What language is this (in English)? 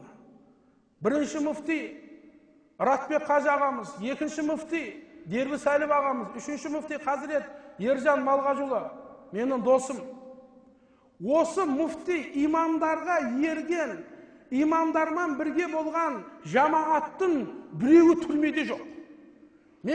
Kazakh